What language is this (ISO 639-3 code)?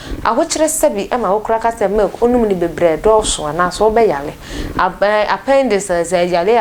aka